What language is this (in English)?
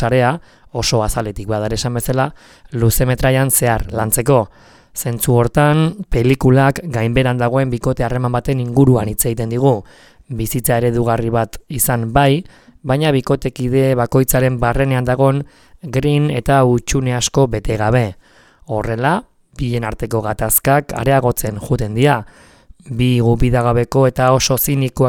Basque